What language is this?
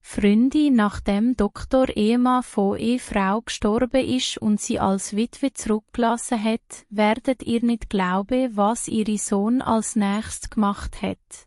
Swiss German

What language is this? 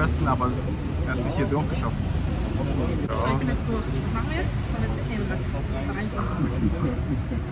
German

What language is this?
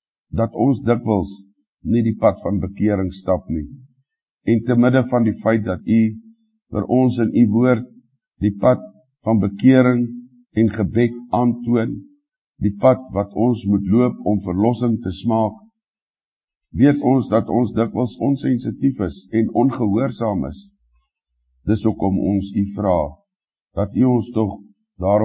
Afrikaans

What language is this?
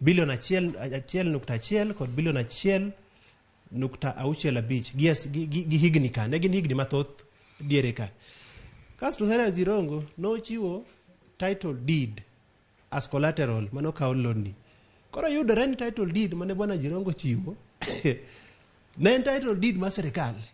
Luo (Kenya and Tanzania)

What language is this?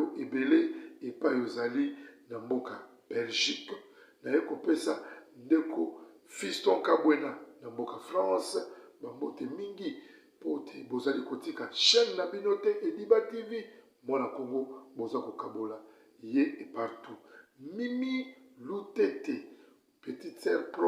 Lingala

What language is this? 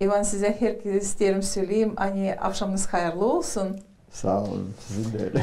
Gagauz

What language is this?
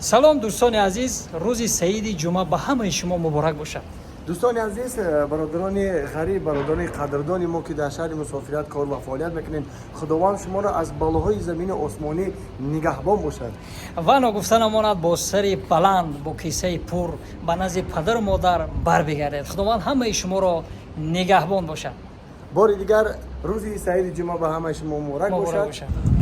Tajik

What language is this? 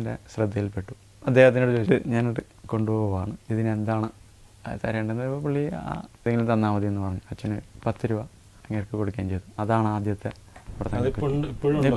Malayalam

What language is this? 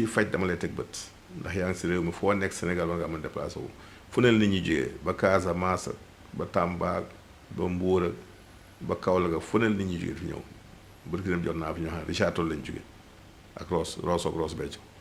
Wolof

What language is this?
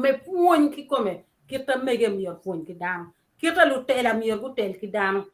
Acoli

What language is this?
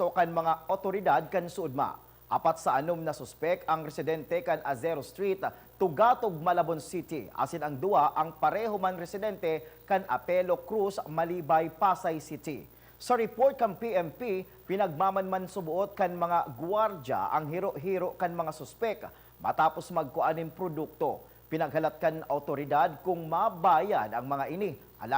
Bikol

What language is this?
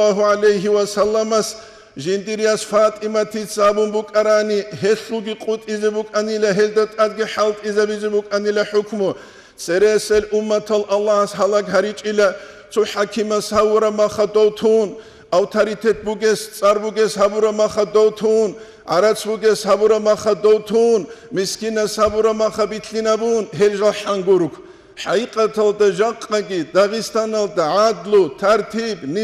Avaric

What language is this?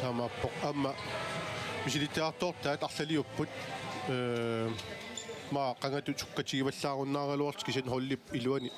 Kalaallisut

